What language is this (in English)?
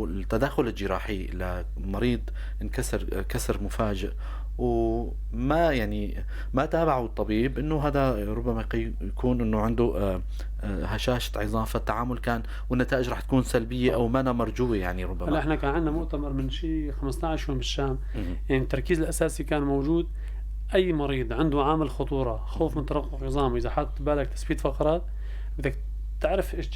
North Levantine Arabic